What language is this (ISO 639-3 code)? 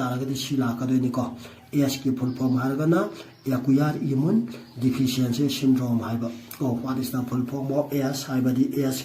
mni